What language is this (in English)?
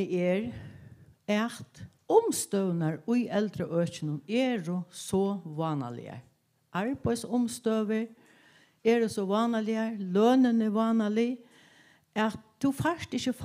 Faroese